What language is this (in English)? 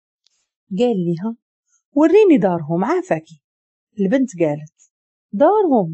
Moroccan Arabic